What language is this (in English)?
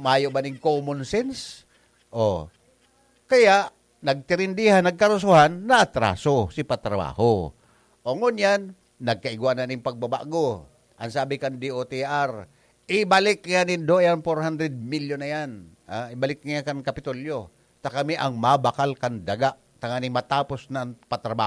Bikol